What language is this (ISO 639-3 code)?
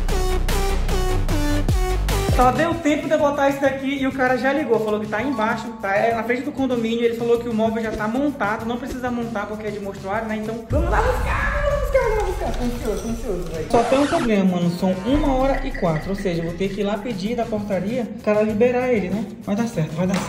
por